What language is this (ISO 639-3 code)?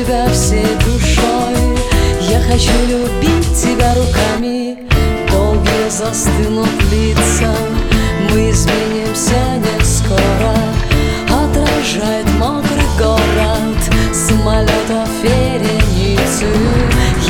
rus